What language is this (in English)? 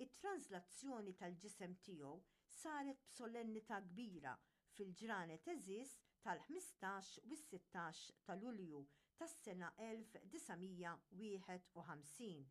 Maltese